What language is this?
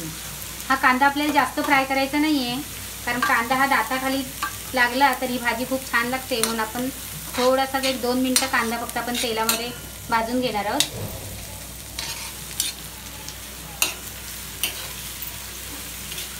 Marathi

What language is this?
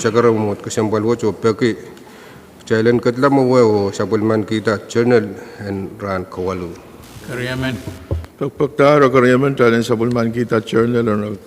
Pohnpeian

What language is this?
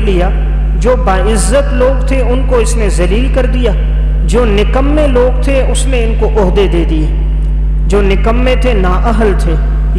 Urdu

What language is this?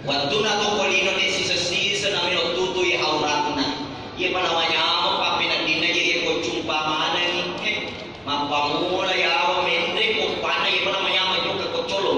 Buginese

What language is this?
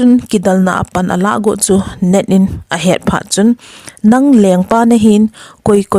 Thado Chin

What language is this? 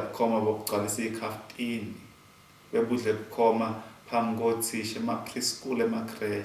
Zulu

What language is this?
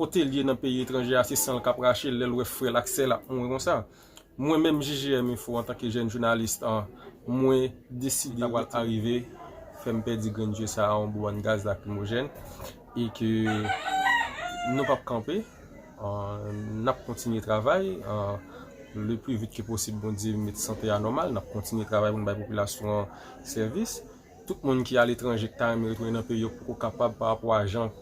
Haitian Creole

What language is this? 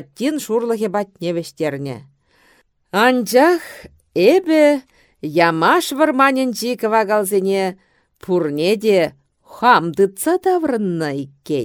Chuvash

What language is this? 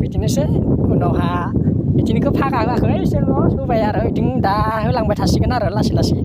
Bodo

